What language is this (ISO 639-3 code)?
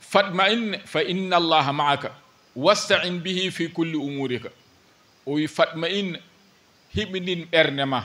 ful